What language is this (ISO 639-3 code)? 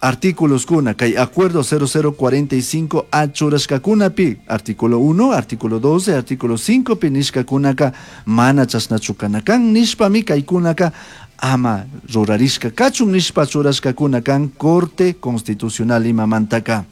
qug